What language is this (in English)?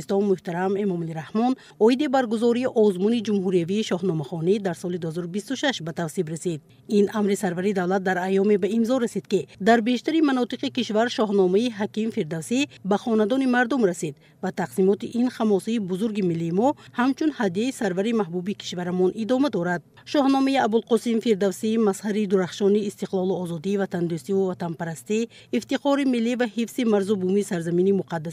Tajik